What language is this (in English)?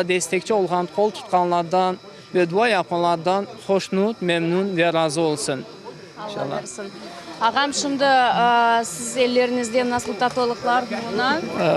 Crimean Tatar